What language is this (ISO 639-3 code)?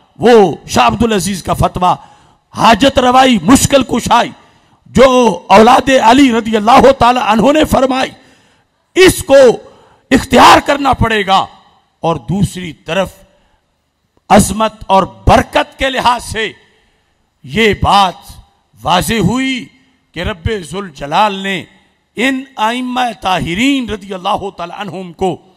urd